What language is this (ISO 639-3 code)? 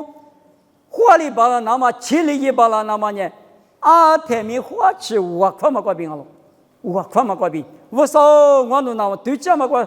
lis